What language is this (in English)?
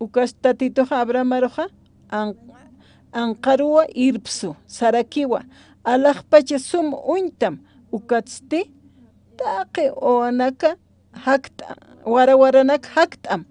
Aymara